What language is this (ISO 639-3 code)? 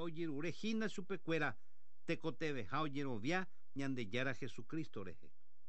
grn